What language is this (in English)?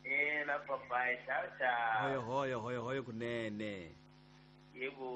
Tsonga